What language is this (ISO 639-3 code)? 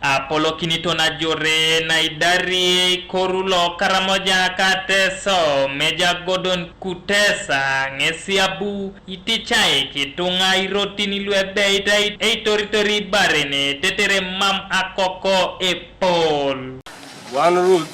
teo